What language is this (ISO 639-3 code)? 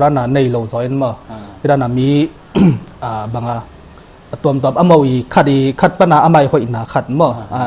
ctd